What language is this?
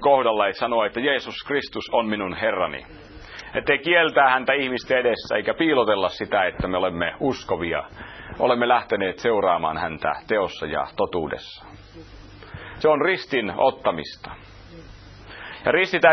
Finnish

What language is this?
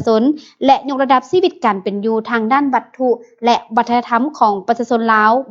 Lao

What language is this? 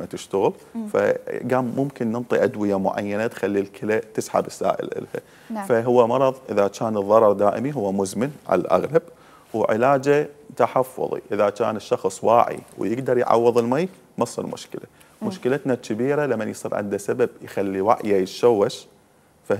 Mesopotamian Arabic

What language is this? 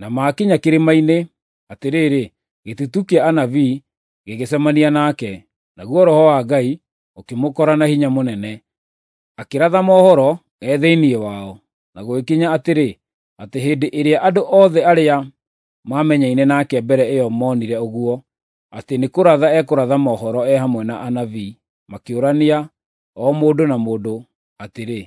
Kikuyu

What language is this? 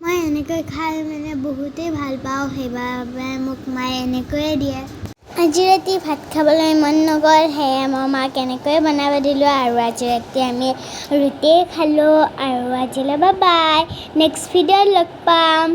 Assamese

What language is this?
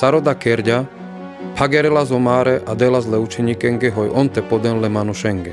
Carpathian Romani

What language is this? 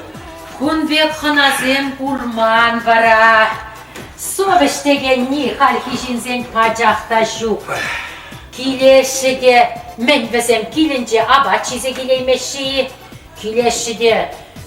Chuvash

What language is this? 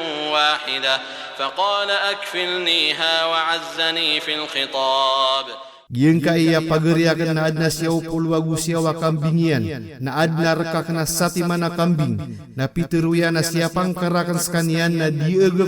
Maranao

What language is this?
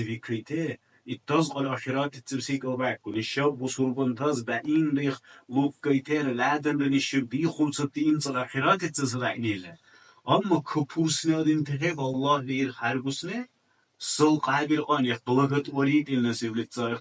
Dargwa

